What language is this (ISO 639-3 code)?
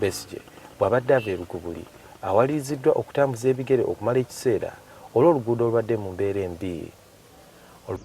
lug